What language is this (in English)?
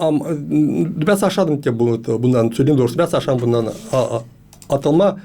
Gagauz